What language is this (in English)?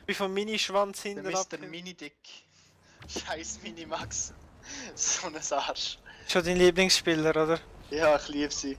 Swiss German